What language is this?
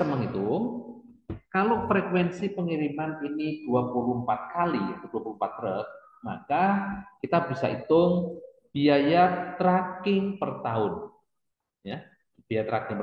Indonesian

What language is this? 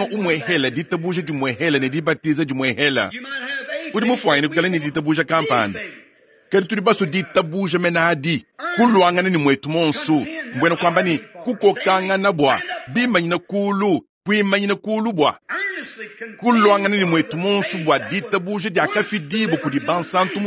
Luba-Lulua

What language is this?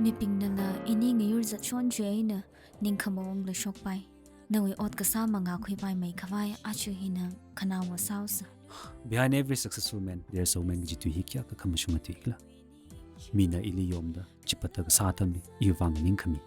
Tangkhul Naga (India)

